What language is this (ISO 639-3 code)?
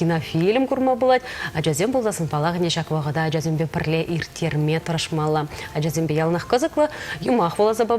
chv